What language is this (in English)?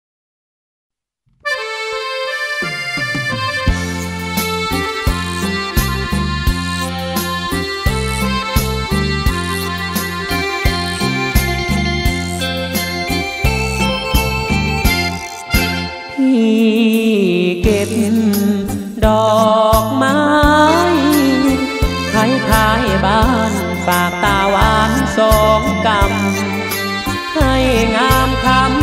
Thai